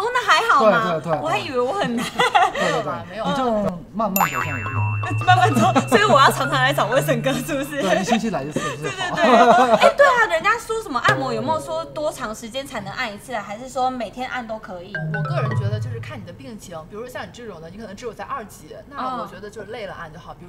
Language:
Chinese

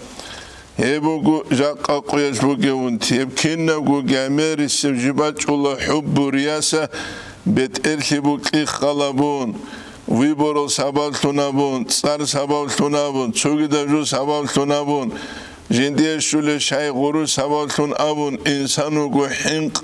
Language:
Avaric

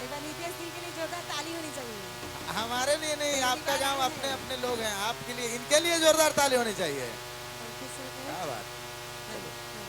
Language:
Sadri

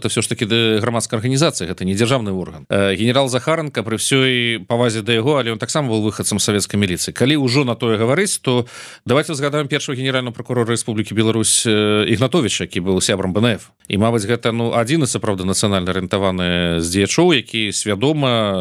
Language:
Belarusian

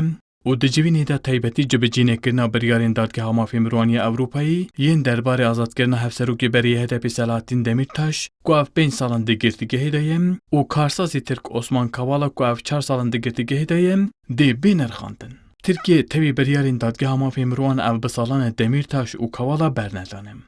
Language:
Kurdish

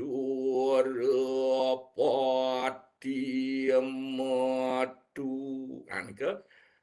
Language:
Balinese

